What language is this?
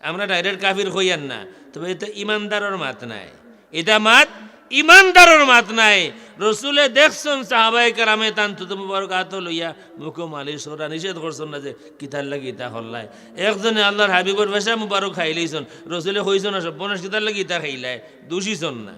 Sylheti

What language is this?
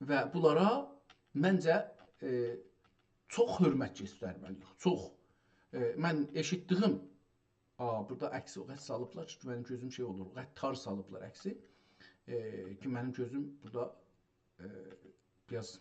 South Azerbaijani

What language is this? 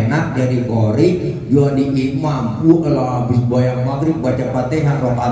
Betawi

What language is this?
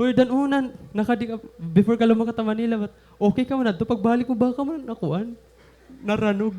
Waray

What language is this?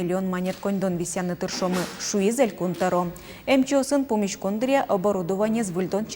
Udmurt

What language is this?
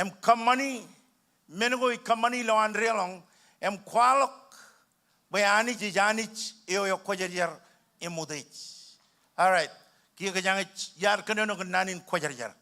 Marshallese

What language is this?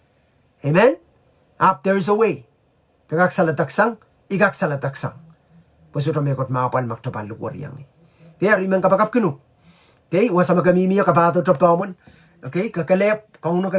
Pohnpeian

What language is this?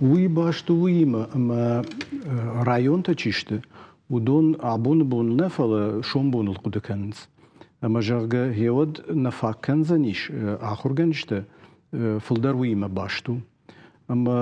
Ossetic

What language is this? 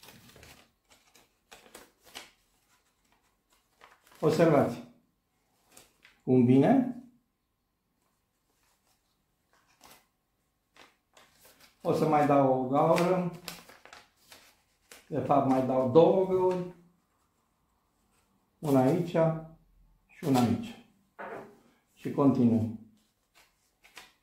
Romanian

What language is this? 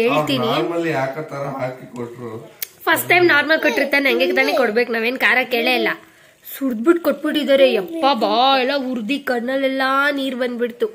Kannada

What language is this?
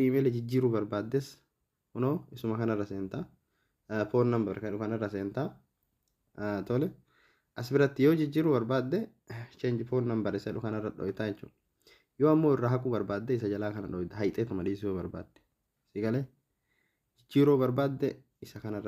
Oromo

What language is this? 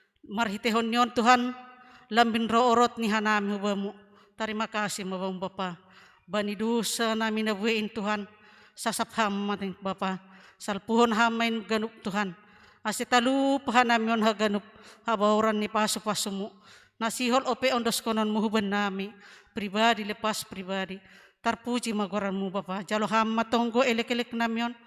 Batak Simalungun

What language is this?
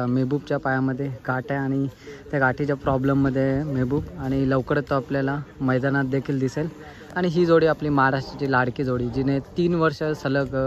Marathi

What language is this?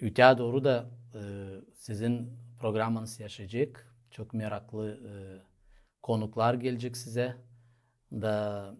Gagauz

